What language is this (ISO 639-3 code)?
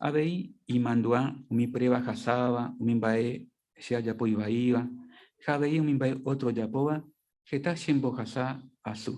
grn